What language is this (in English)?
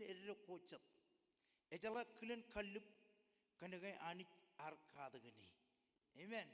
Marshallese